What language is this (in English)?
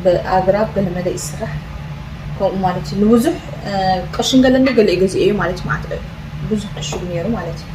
Tigrinya